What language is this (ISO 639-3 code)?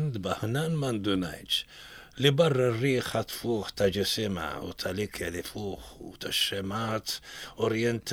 mlt